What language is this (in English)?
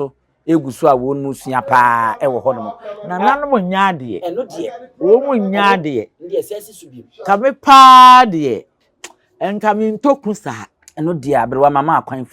Akan